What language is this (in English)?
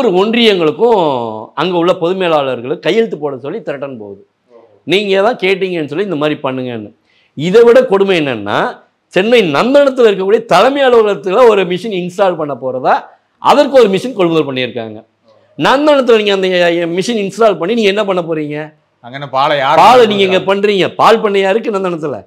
Tamil